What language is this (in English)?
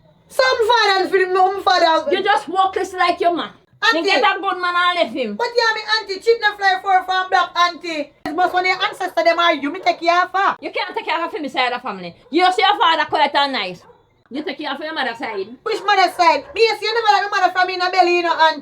Jamaican Creole English